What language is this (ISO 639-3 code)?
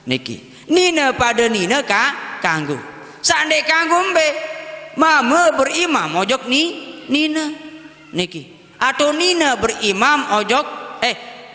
sas